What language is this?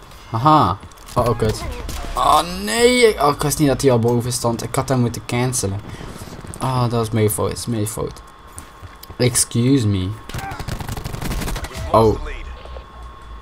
Dutch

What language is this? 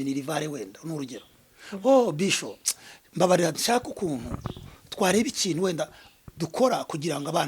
Kinyarwanda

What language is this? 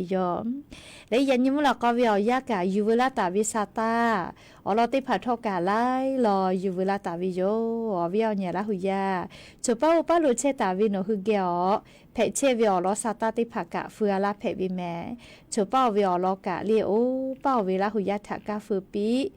Lahu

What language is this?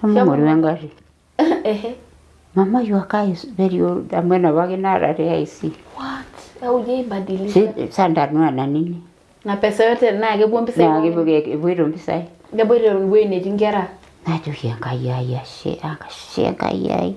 Masai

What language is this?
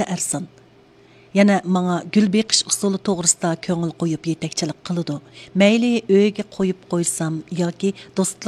Uyghur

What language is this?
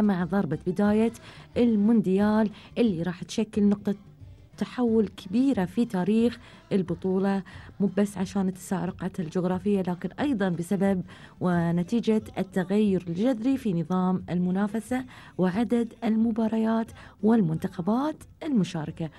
Gulf Arabic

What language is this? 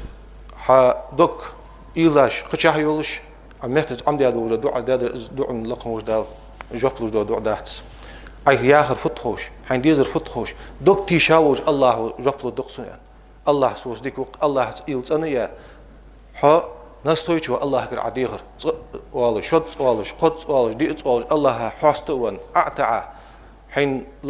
Ingush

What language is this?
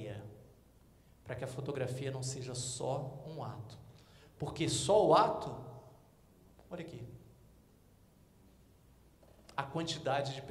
Portuguese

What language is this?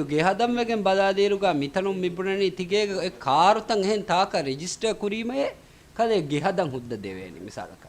Divehi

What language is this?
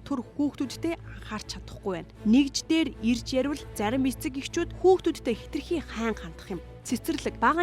Mongolian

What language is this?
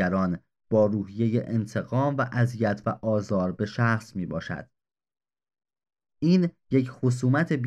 Persian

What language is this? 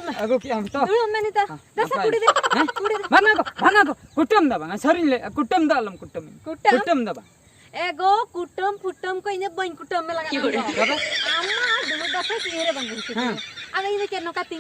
Santali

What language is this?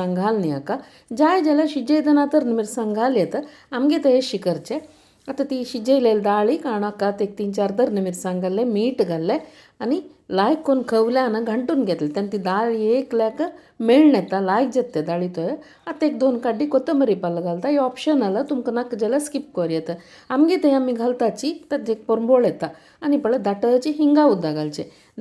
Konkani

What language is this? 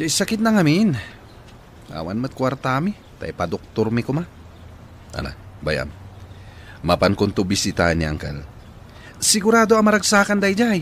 Iloko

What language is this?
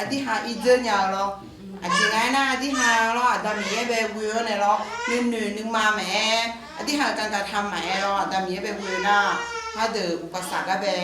Akha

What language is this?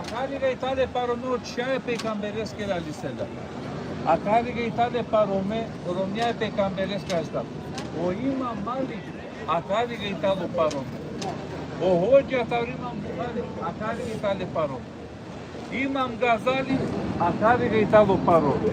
Balkan Romani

